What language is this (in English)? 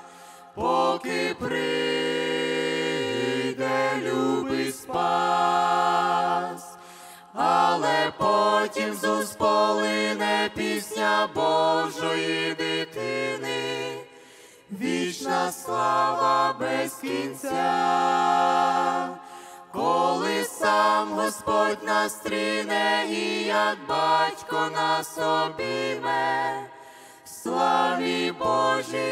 Ukrainian